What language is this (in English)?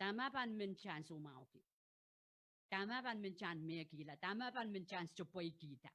Pohnpeian